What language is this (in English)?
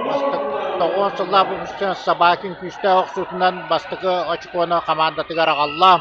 Yakut